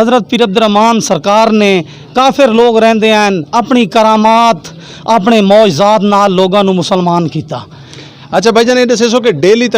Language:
Western Panjabi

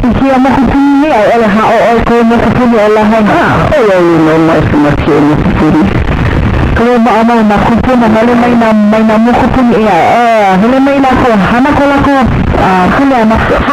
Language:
Hawaiian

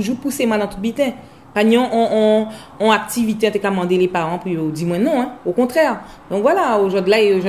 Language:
Guadeloupean Creole French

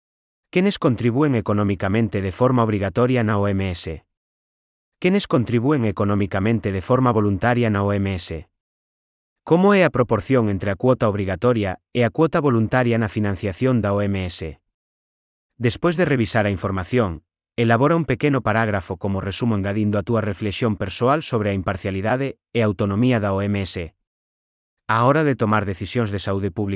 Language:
Galician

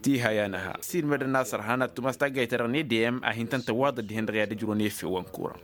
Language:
Tamasheq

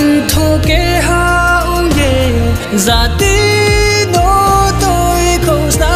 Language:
Riang (India)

